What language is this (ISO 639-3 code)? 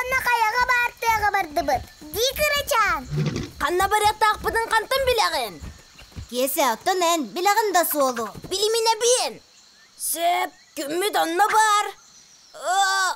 sah